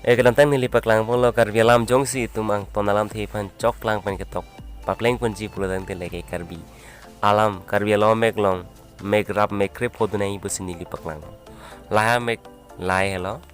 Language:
Karbi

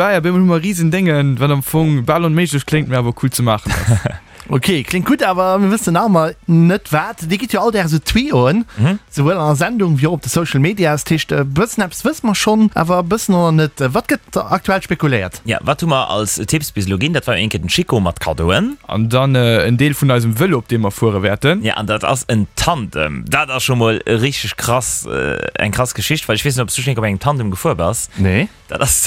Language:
Luxembourgish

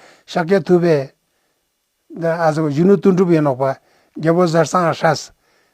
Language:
Ladakhi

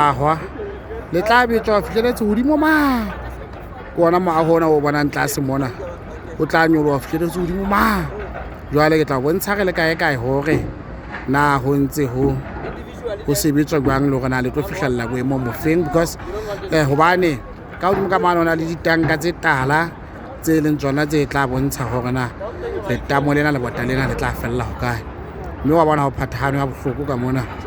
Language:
Southern Sotho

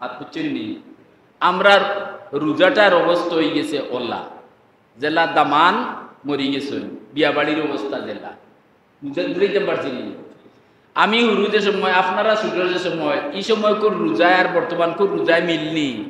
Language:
Sylheti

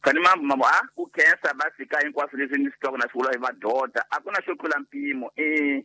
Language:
Tsonga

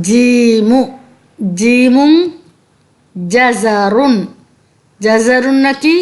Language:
Divehi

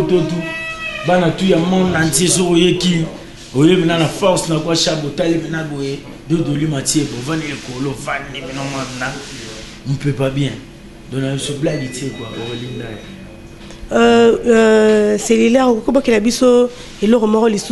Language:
Lingala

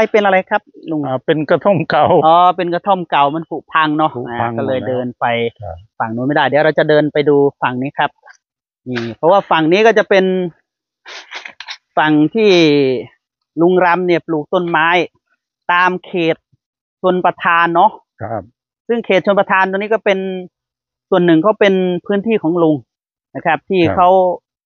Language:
Thai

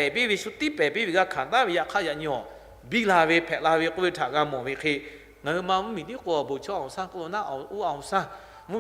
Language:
Lahu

